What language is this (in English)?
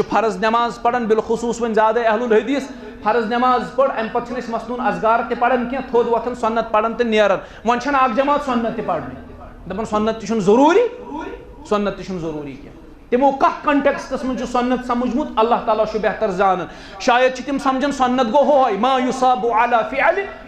Kashmiri